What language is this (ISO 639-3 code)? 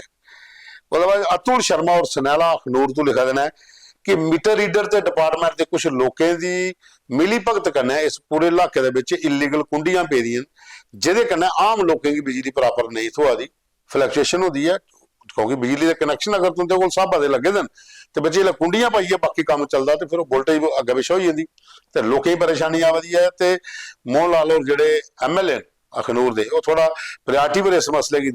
doi